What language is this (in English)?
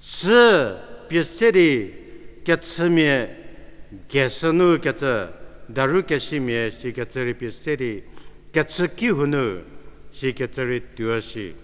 Angami Naga